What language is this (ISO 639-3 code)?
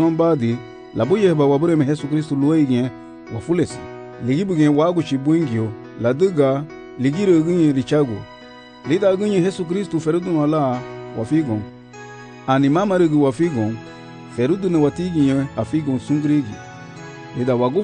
cab